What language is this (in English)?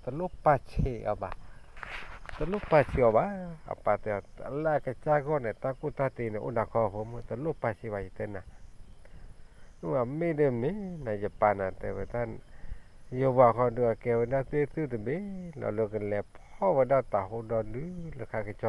S'gaw Karen